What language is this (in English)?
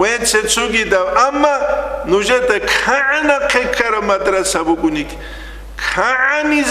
Avaric